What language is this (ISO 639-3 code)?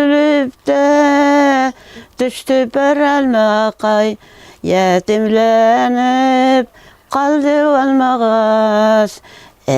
bak